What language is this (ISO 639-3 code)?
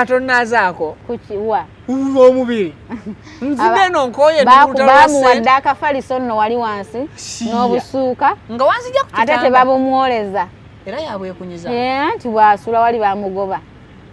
lug